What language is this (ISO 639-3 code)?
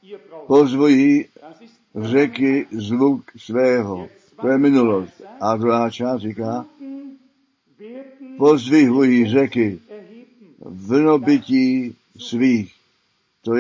ces